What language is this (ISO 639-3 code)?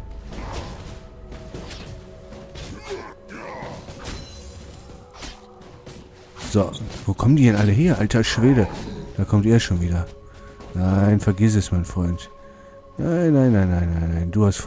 deu